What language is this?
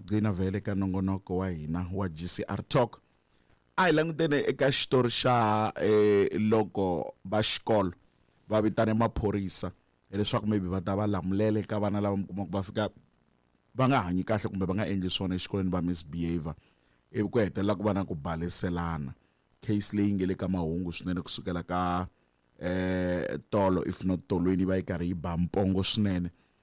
Tsonga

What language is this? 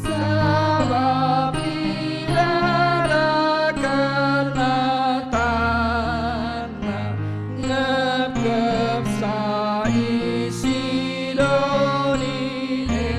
Batak Karo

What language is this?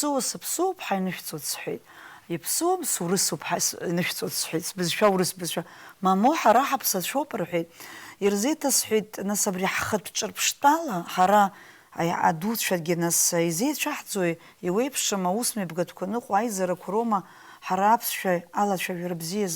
Abkhazian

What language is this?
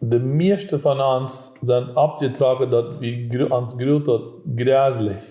Plautdietsch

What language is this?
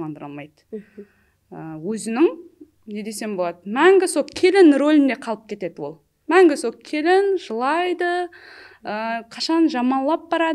Kara-Kalpak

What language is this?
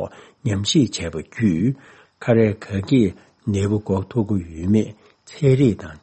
Tibetan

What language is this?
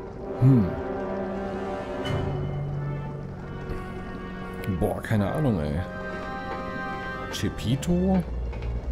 German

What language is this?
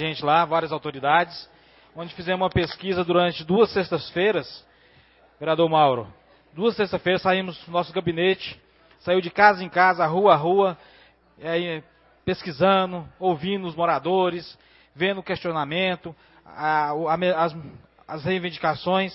Portuguese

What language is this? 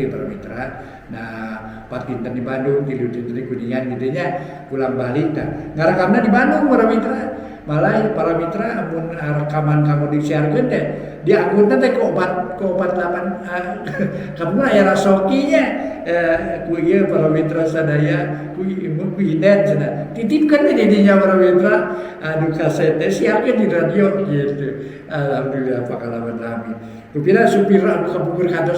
Sundanese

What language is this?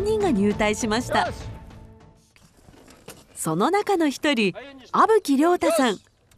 Japanese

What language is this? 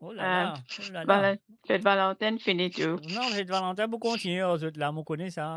Morisyen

